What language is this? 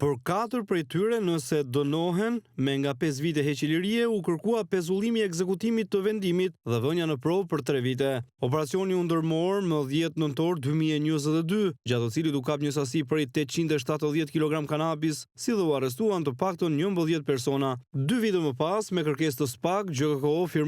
Albanian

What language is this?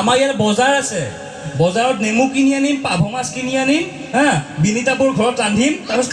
Assamese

